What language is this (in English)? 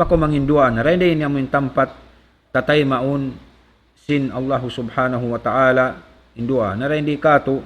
Tausug